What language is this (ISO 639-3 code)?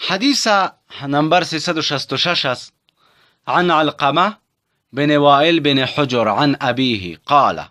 tgk